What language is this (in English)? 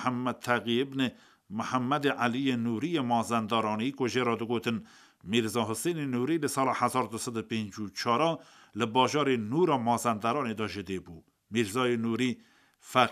Kurdish